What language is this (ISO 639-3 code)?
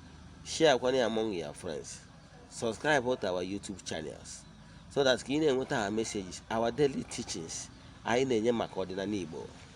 ibo